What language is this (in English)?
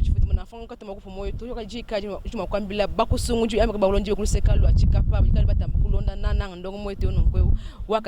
Luba-Lulua